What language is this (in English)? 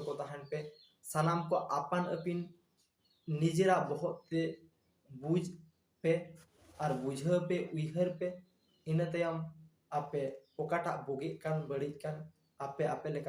Santali